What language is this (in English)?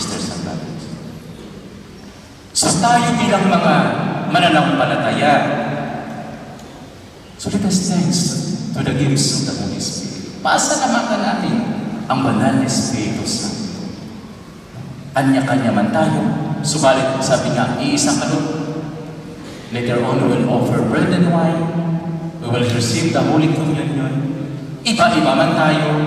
Filipino